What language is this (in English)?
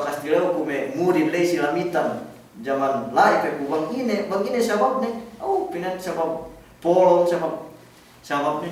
Yakan